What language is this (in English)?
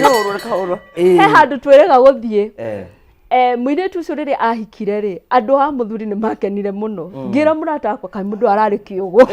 Kikuyu